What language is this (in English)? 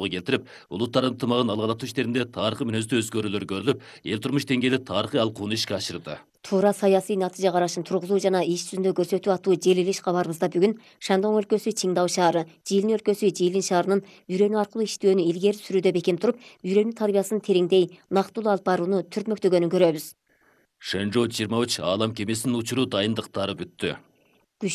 Kyrgyz